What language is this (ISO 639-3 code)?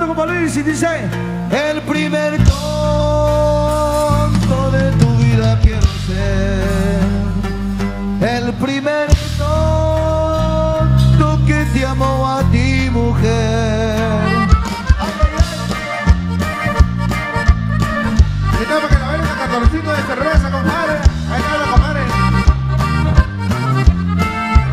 spa